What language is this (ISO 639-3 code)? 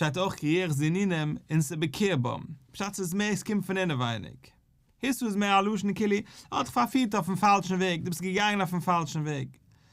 yid